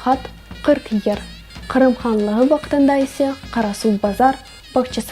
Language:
Crimean Tatar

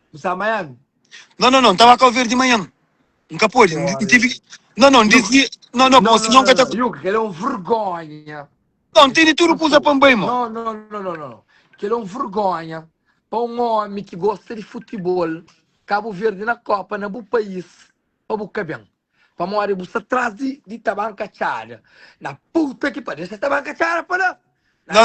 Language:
Kabuverdianu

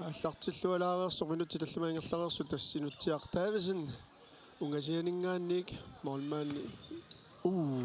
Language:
Kalaallisut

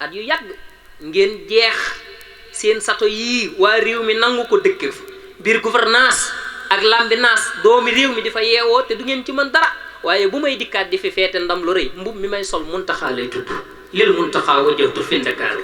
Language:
Wolof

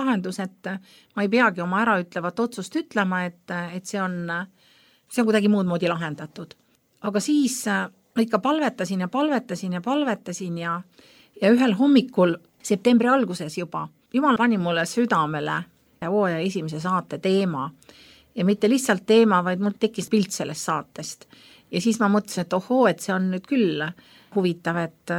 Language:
Estonian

